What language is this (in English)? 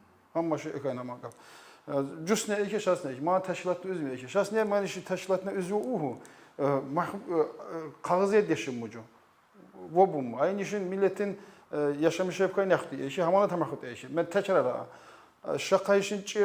Tsakhur